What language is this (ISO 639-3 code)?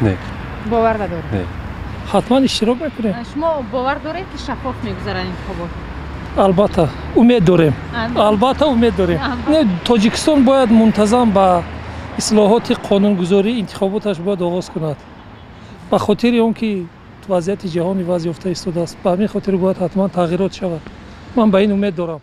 tgk